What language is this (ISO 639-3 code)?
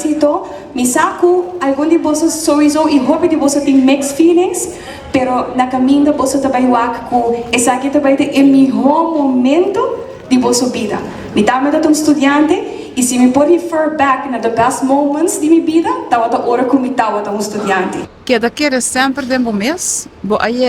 pap